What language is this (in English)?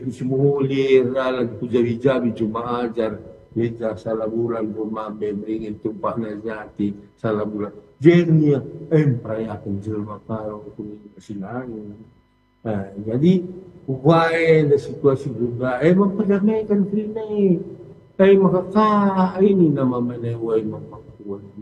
Batak Karo